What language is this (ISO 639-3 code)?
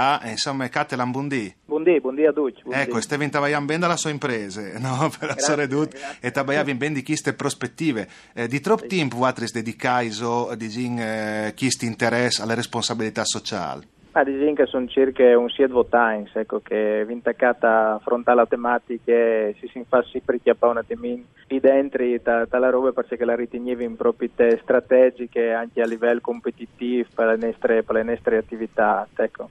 fur